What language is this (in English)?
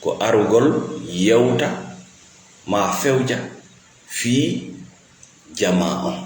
Fula